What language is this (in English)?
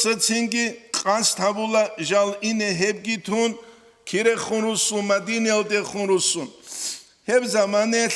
Avaric